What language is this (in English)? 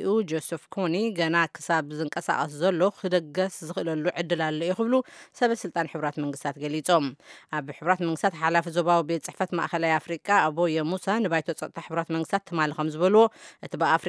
Tigrinya